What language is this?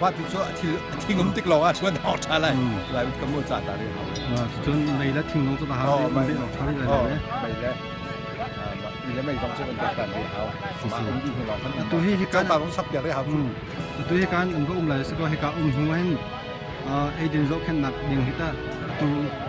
Hakha Chin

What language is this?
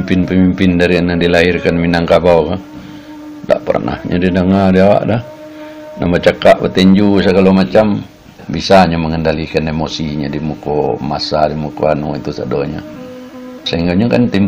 Minangkabau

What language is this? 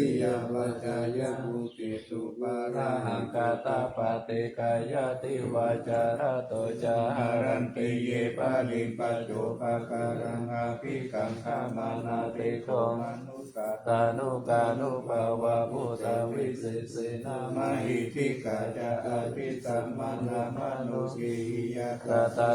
Pali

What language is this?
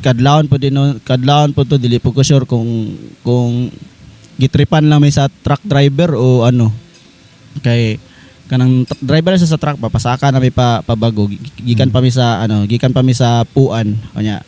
Cebuano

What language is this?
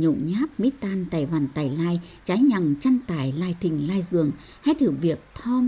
Tày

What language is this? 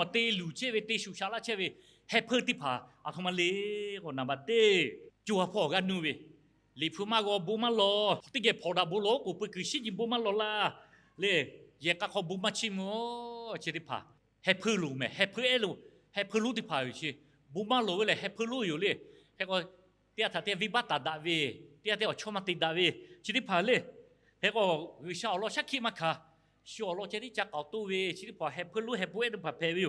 Lahu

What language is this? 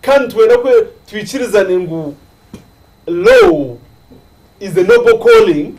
Nyankole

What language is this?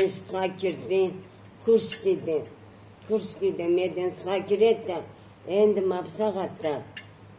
Karachay-Balkar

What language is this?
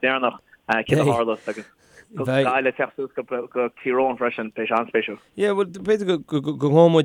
Irish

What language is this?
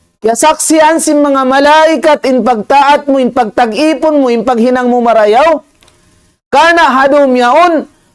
Tausug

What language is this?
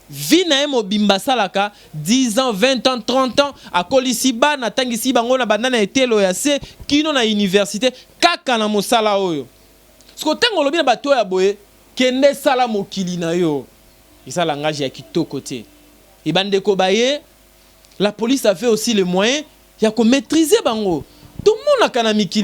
Lingala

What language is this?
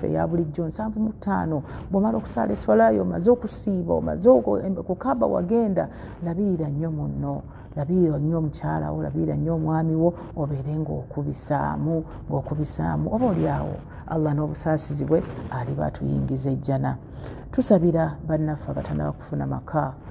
Ganda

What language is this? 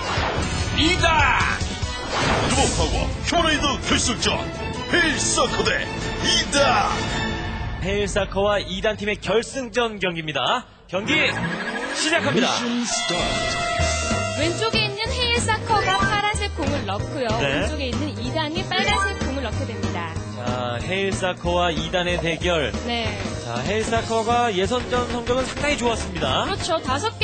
Korean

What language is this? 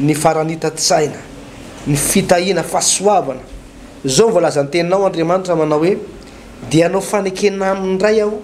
Malagasy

